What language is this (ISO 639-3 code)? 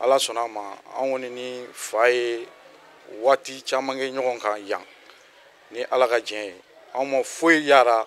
bam